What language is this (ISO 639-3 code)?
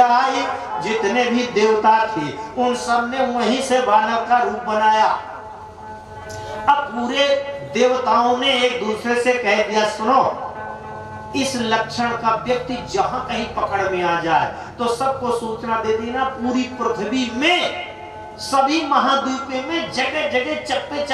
hin